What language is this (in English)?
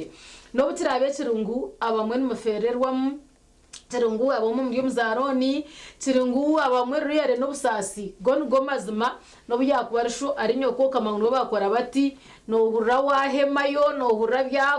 Nyankole